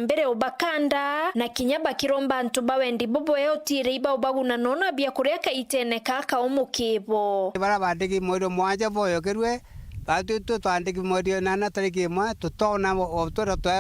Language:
Meru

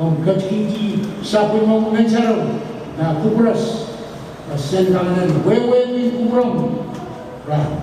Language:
Pohnpeian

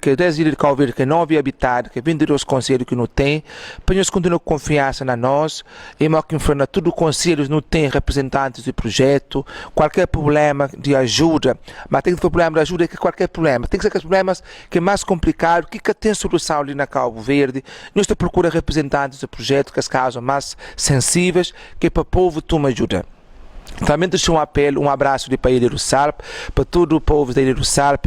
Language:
Kabuverdianu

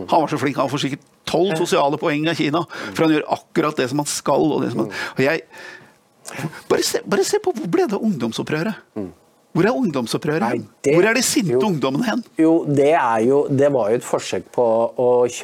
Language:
Norwegian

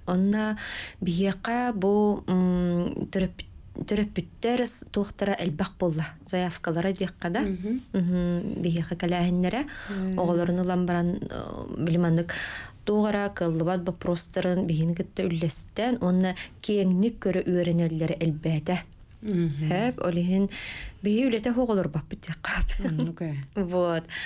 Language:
Yakut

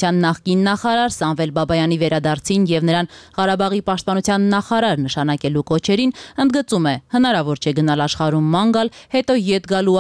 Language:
Armenian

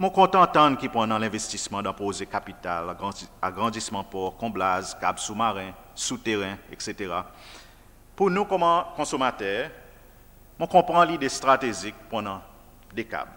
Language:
Seselwa Creole French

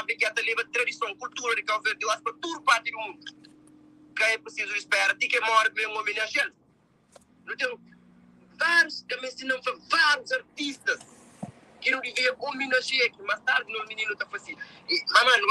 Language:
Kabuverdianu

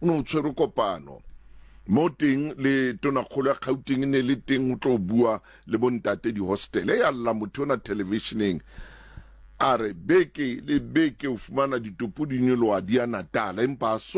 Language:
Southern Sotho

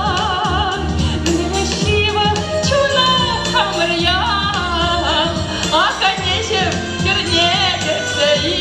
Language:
Chuvash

